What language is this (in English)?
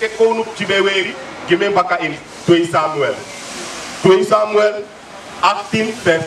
Sranan Tongo